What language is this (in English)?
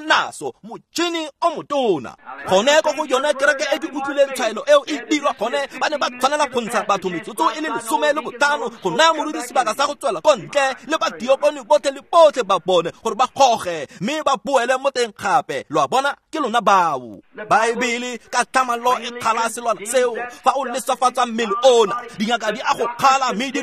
Tswana